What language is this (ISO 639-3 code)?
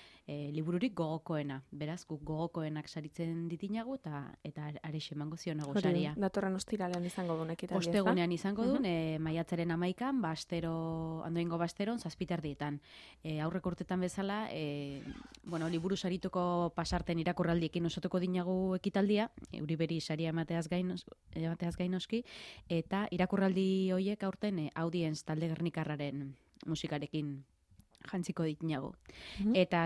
eus